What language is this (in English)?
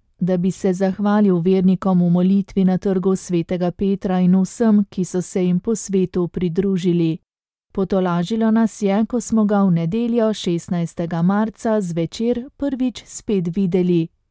Slovenian